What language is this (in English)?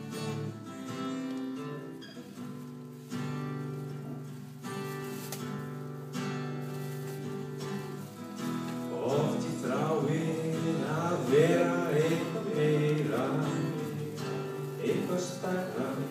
Icelandic